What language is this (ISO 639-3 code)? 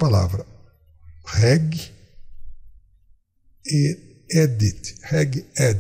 por